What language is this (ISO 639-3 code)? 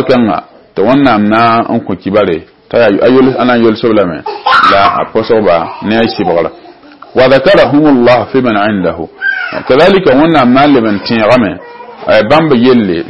mos